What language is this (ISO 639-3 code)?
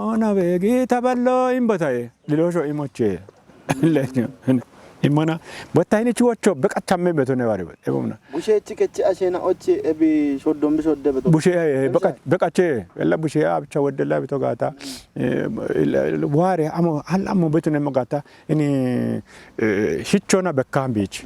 kbr